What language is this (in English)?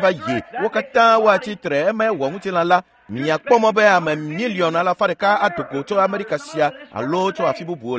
Ewe